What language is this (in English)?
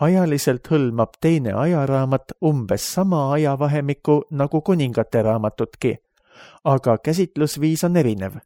Estonian